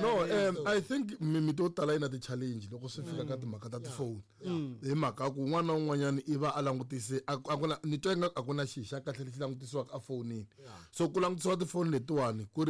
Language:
Tsonga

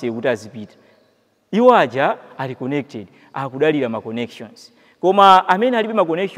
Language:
Nyanja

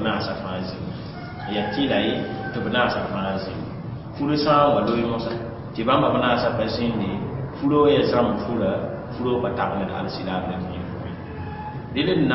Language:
Mossi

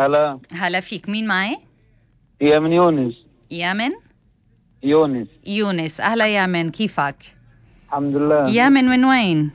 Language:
North Levantine Arabic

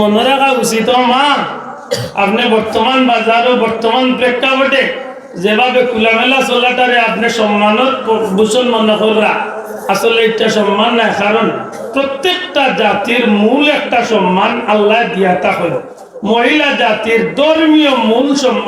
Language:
Sylheti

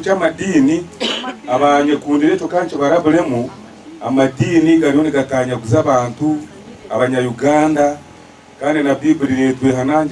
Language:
Nyankole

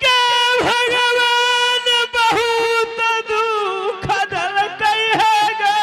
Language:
Angika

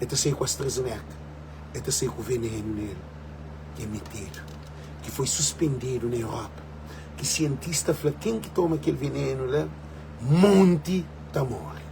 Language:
Kabuverdianu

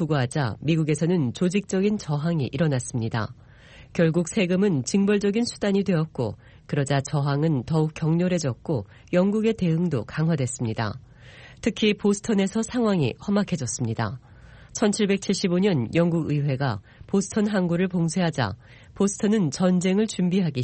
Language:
Korean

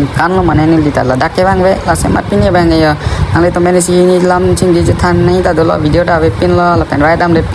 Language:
Karbi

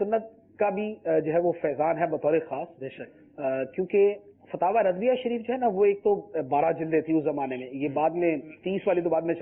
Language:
Urdu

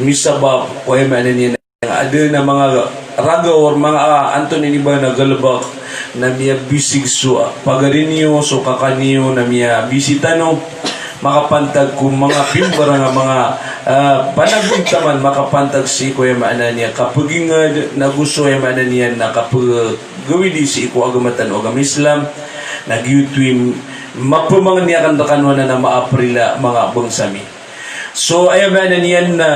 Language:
Maranao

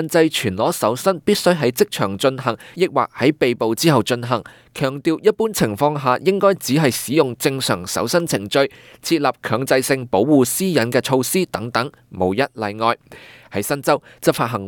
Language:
Cantonese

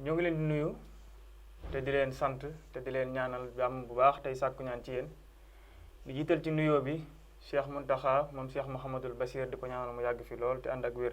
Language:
Wolof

